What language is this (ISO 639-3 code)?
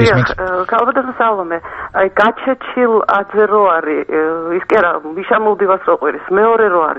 kat